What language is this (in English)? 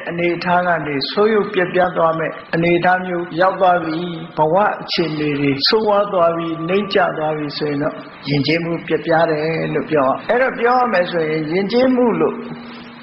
Burmese